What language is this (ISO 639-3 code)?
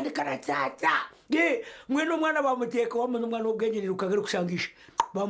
nyn